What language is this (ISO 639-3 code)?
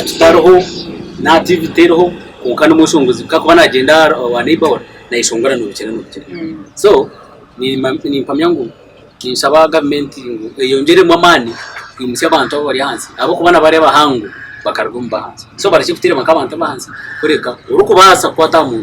nyn